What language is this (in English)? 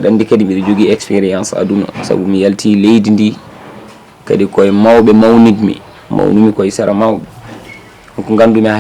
Fula